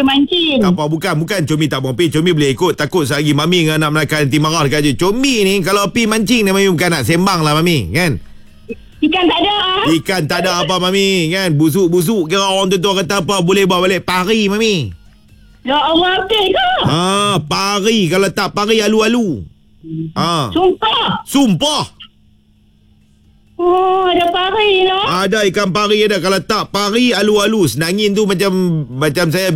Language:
Malay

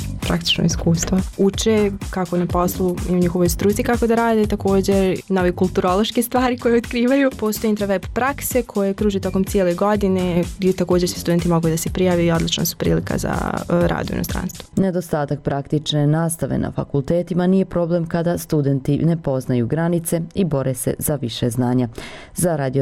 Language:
Bosnian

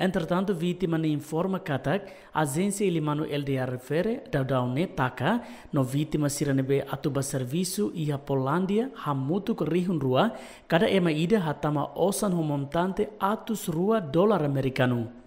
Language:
Tetum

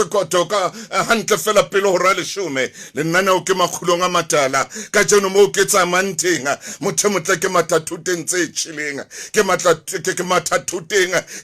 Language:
Southern Sotho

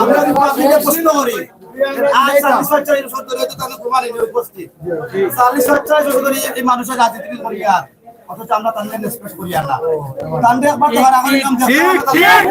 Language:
Sylheti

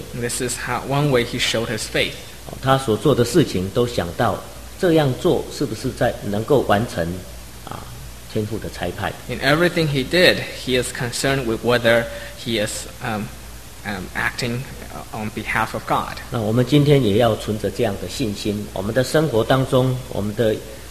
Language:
Chinese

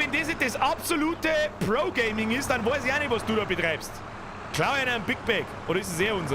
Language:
Bavarian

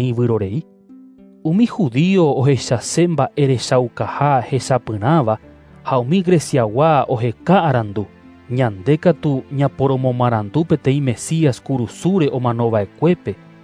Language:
Guarani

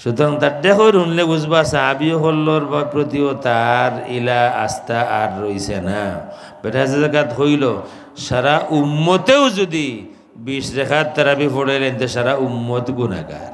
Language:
Sylheti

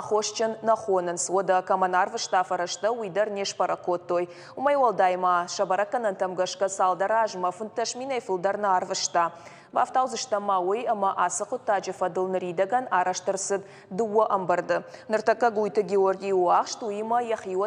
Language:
Ossetic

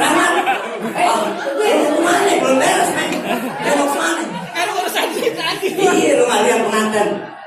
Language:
Betawi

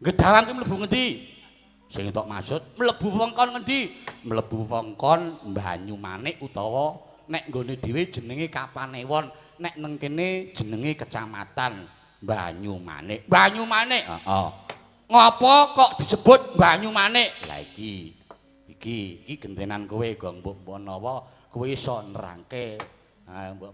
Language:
Javanese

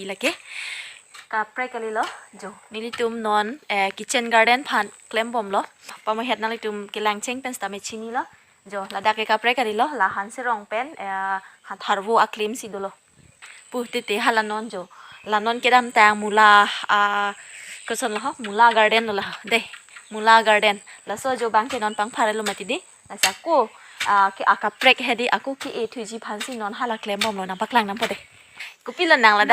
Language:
Karbi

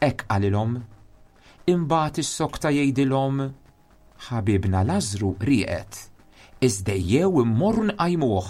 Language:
Maltese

